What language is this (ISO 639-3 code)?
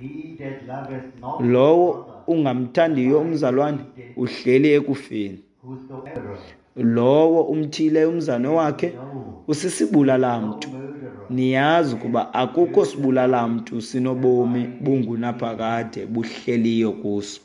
xho